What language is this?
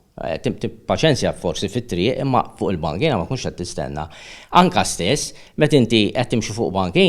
Maltese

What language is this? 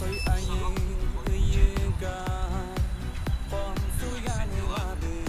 Yakut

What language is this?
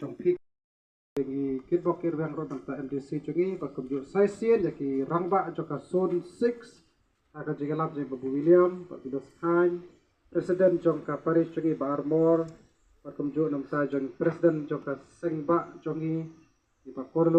Khasi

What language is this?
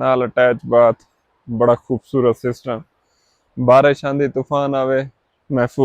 Saraiki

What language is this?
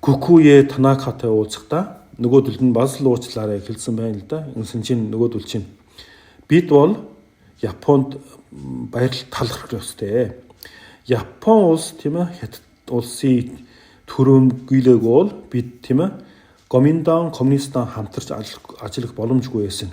Mongolian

